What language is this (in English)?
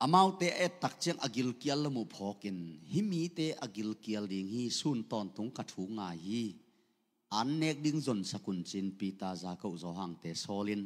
Tedim Chin